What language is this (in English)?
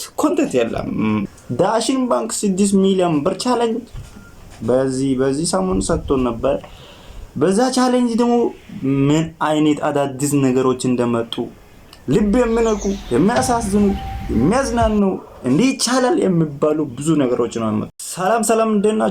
Amharic